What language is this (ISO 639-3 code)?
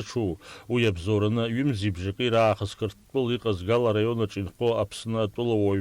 abk